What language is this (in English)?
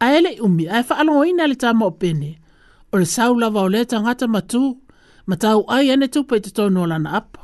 Samoan